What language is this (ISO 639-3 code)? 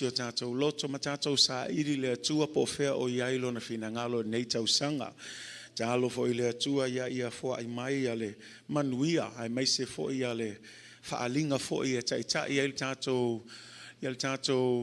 smo